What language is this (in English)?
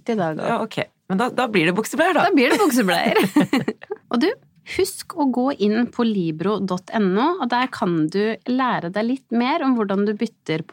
Norwegian